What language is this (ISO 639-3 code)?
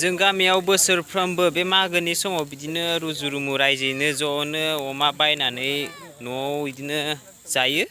brx